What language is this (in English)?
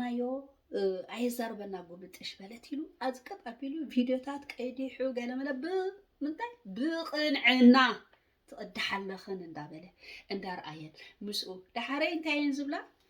Tigrinya